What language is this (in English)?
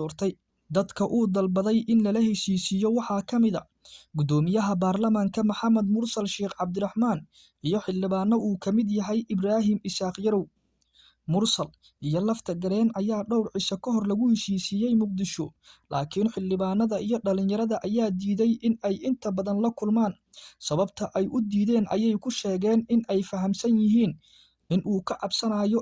Somali